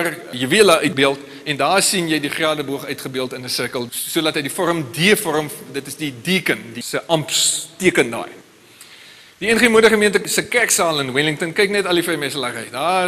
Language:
Afrikaans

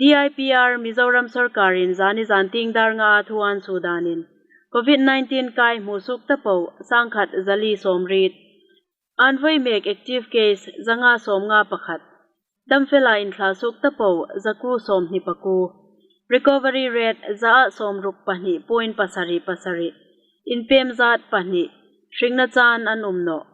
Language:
Hmar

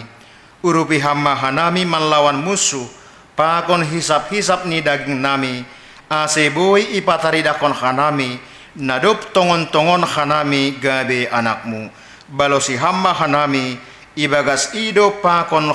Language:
Batak Simalungun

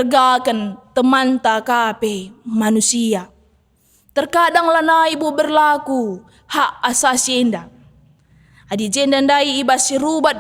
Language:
Batak Karo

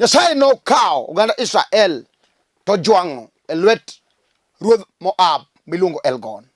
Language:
Luo (Kenya and Tanzania)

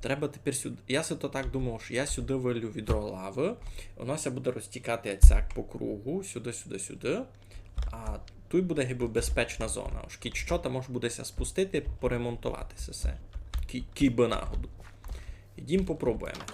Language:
Rusyn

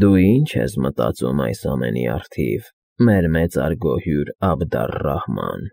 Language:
Armenian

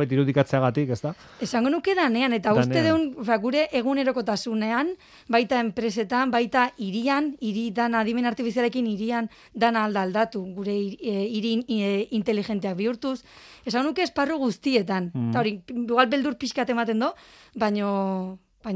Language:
Basque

